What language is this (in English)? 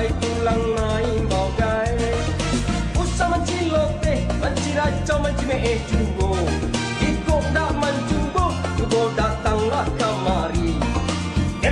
Minangkabau